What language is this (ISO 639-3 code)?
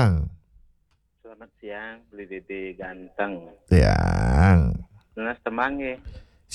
ban